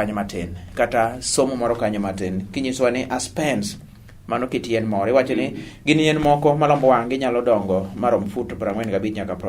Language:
Luo (Kenya and Tanzania)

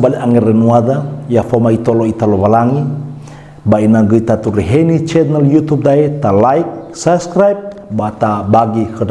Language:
Nias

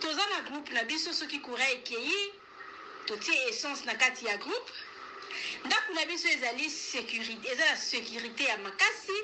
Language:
Lingala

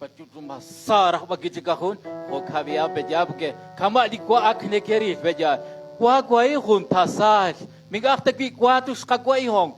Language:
Kekchí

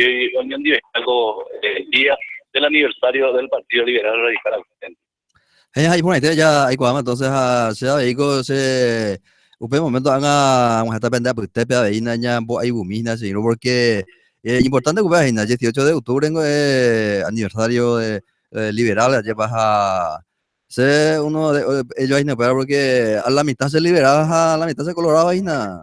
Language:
Guarani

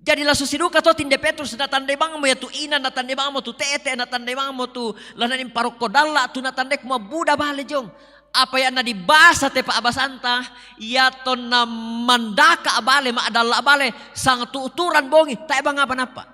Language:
Toraja-Sa'dan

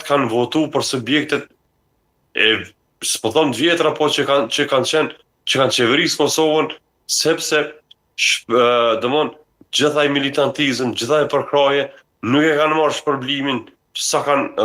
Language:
Albanian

